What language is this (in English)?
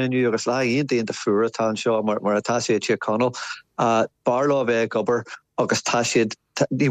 Irish